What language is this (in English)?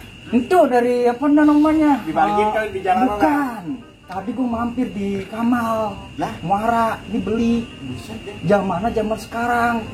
Betawi